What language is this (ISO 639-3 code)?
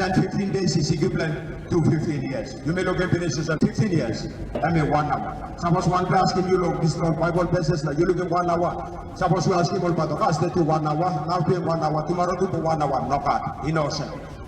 tpi